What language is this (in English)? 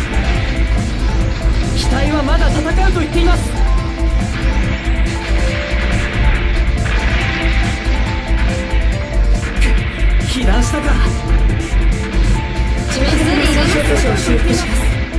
Japanese